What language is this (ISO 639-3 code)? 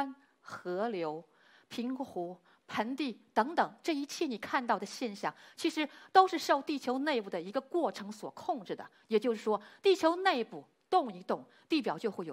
zho